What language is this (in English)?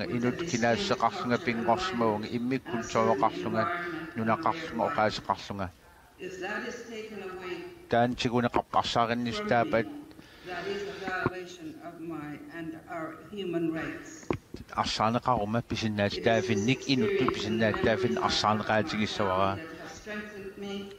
Kalaallisut